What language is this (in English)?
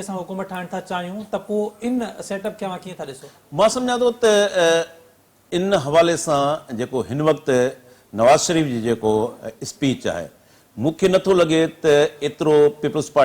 Sindhi